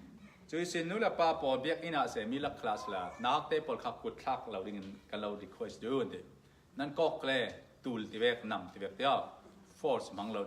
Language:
Falam Chin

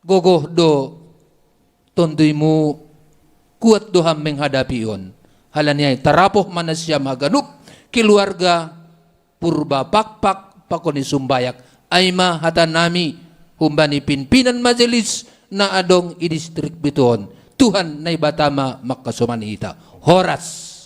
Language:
Batak Simalungun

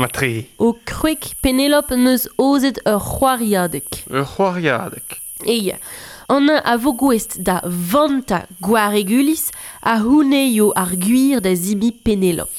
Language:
Breton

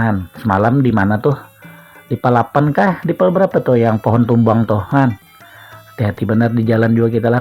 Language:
Banjar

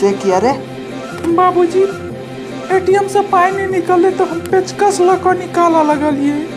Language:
Maithili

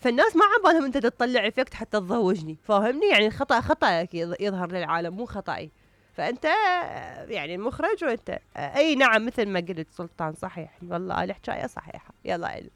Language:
Mesopotamian Arabic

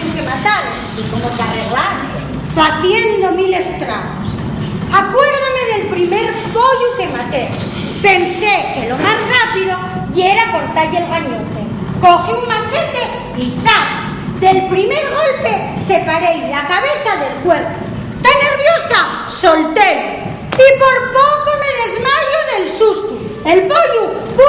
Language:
Asturian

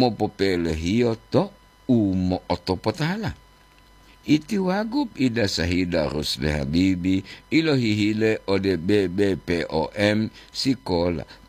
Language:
Gorontalo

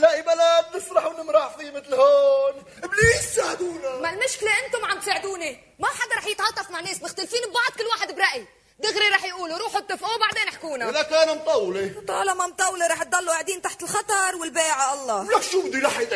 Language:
North Levantine Arabic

